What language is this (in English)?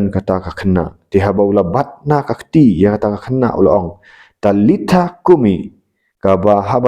Khasi